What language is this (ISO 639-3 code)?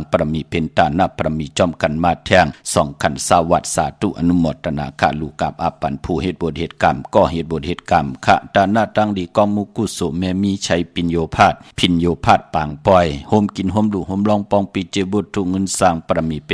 shn